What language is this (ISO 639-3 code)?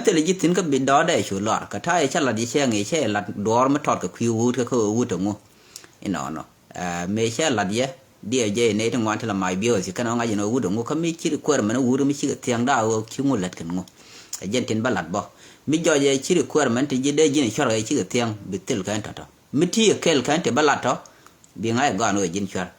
nus